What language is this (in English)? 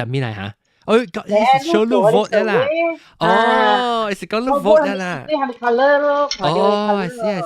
Min Nan Chinese